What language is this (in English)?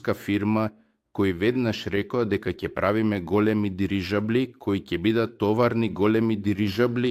Macedonian